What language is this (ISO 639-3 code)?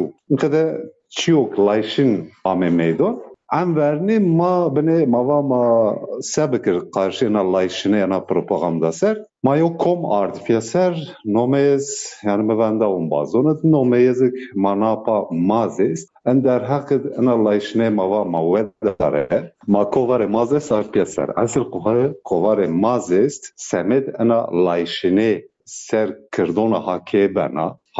zza